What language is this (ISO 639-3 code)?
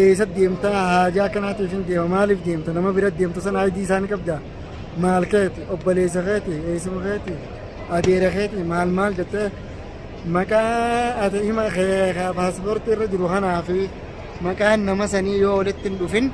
orm